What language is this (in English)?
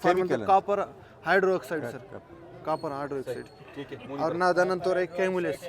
Brahui